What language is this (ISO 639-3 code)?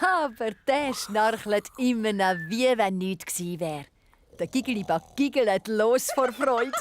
gsw